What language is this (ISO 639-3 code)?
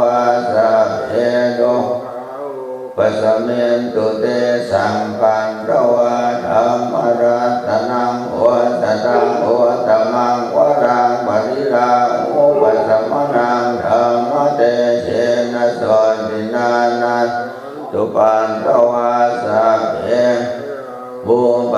pli